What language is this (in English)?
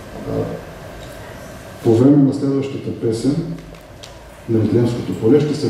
Bulgarian